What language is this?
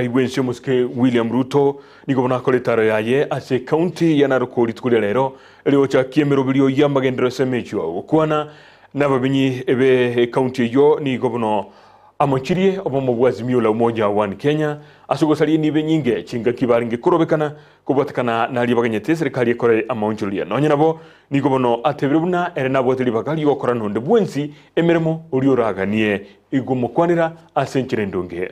Gusii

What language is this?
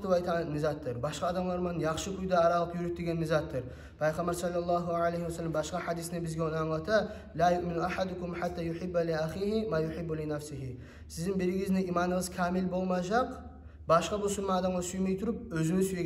Kumyk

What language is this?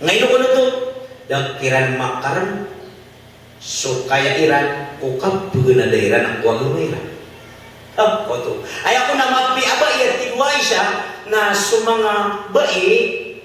Maranao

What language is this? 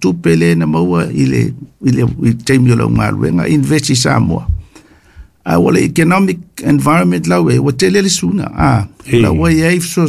Samoan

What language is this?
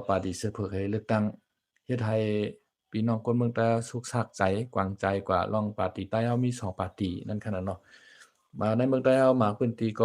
Shan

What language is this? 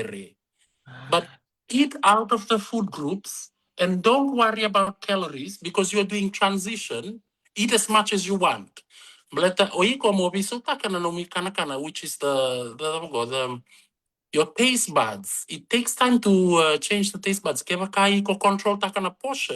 Fijian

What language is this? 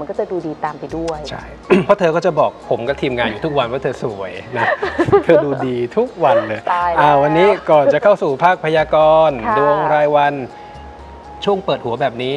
Thai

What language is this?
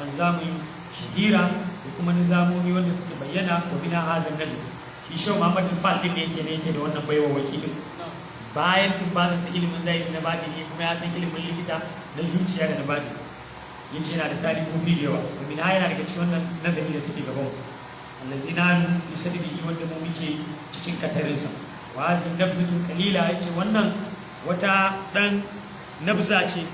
Hausa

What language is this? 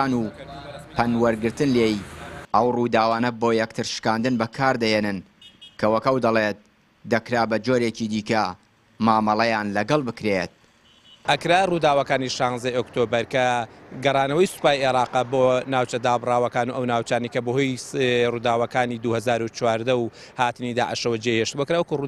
Central Kurdish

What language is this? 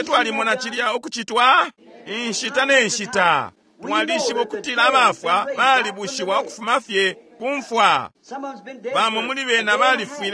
Bemba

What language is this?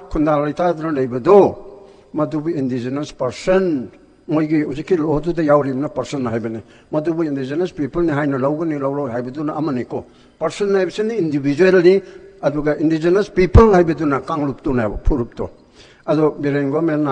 Manipuri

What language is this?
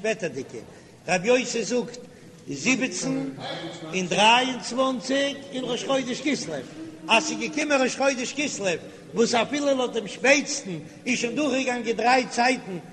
Yiddish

